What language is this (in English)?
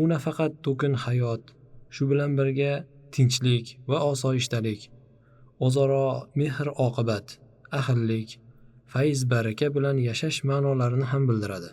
Uzbek